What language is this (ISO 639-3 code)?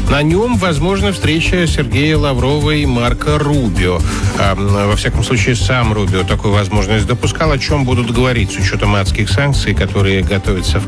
rus